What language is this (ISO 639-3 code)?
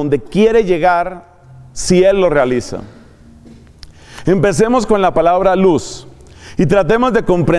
spa